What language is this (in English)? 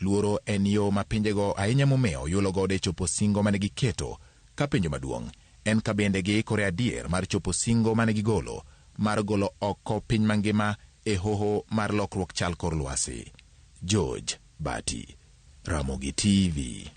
Luo (Kenya and Tanzania)